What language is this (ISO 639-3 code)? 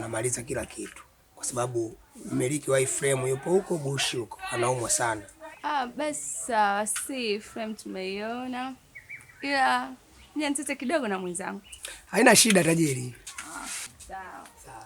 swa